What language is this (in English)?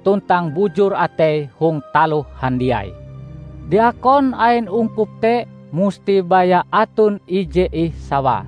Ngaju